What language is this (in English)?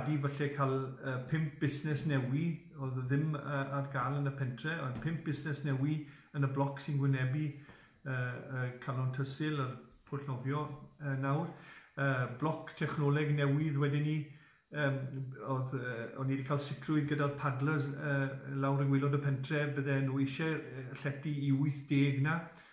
Welsh